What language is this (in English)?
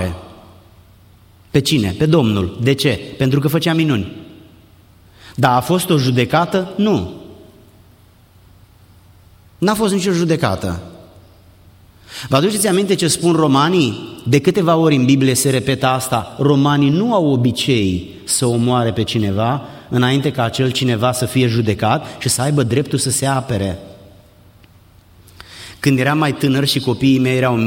Romanian